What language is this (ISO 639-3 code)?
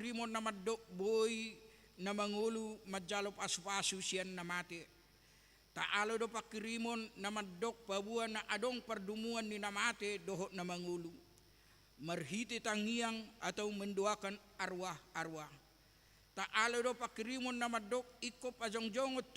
bbc